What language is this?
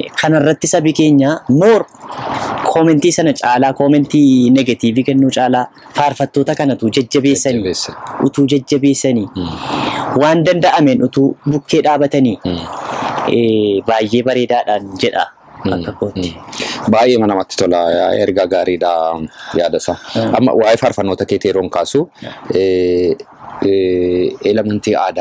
Oromo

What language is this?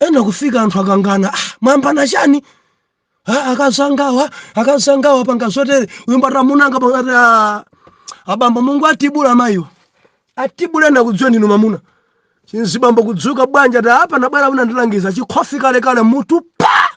Nyanja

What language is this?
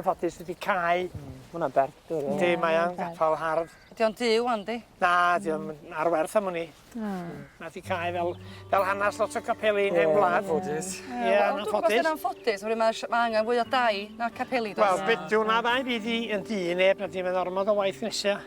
Welsh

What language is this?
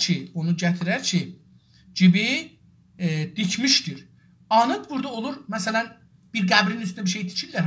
South Azerbaijani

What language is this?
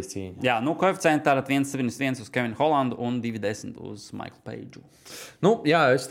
Latvian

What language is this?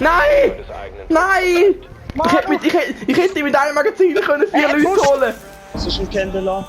Swiss German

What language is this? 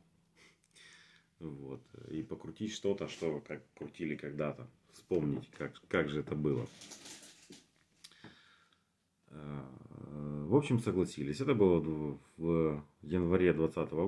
Russian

